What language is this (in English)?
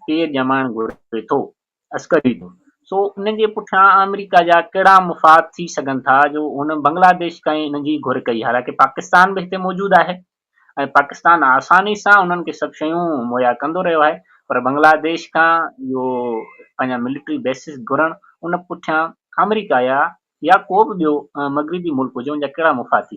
Sindhi